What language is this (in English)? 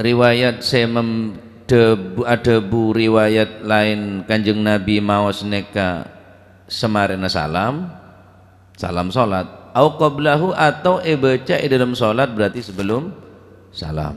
Madurese